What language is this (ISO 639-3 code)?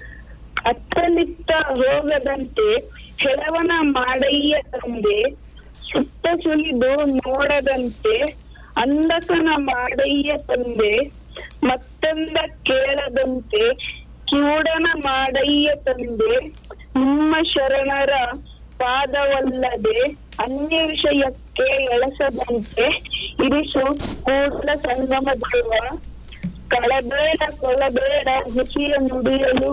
kan